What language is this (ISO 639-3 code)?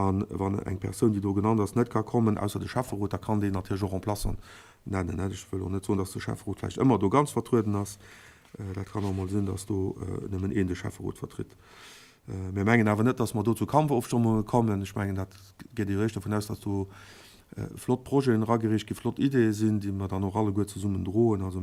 ltz